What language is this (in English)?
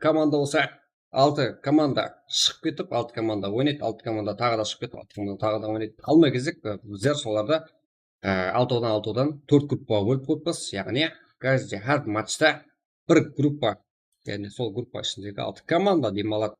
Kara-Kalpak